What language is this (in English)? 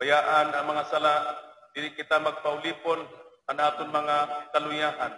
Waray